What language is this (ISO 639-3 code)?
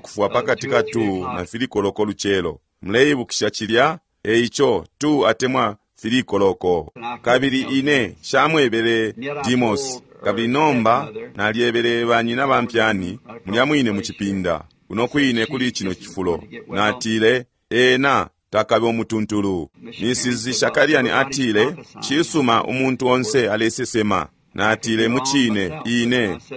bem